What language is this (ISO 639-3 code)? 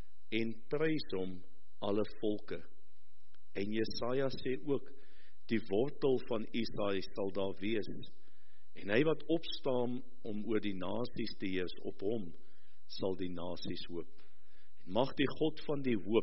afr